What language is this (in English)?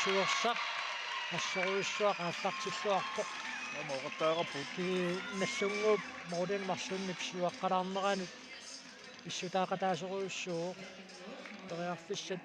Kalaallisut